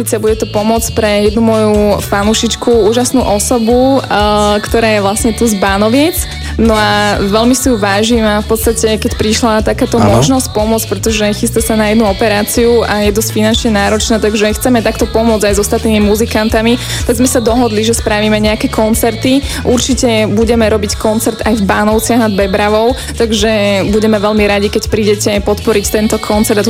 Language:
Slovak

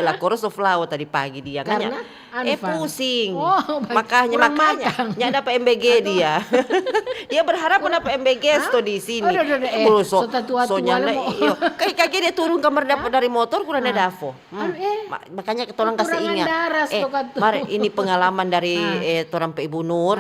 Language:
Manado Malay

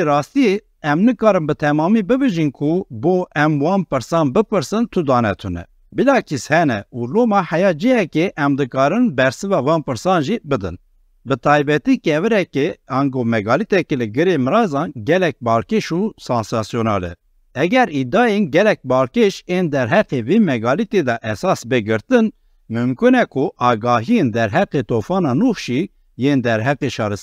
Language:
Kurdish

